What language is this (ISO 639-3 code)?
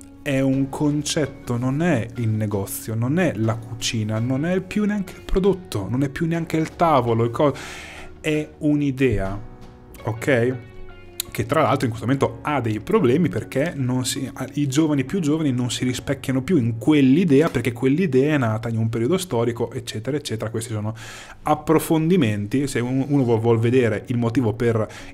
ita